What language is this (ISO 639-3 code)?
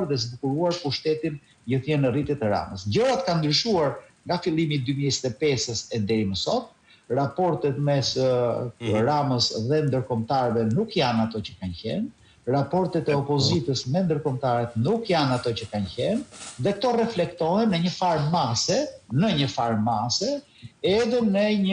sqi